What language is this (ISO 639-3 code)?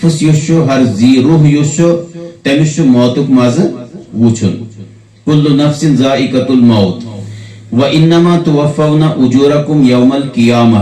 kas